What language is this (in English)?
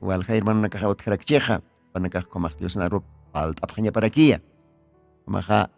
Aymara